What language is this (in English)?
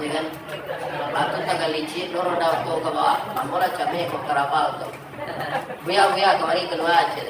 Minangkabau